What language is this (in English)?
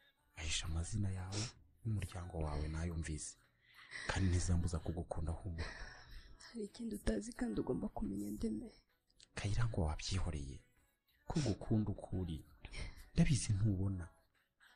Kinyarwanda